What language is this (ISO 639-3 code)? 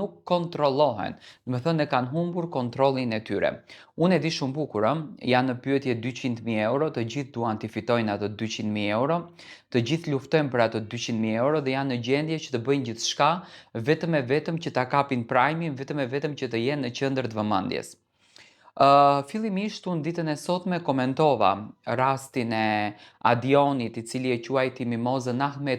sqi